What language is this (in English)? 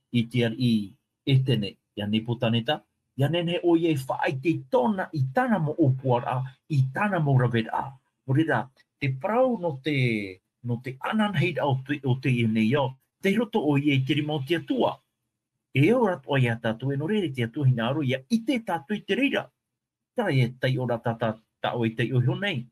Tahitian